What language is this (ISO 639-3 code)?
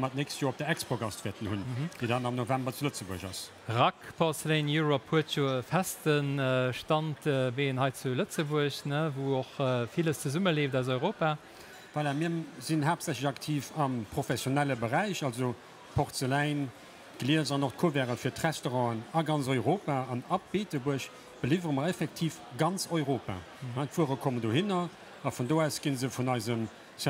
ltz